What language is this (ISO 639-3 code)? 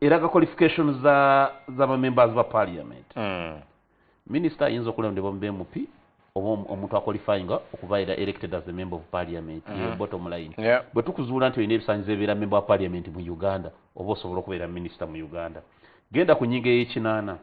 lug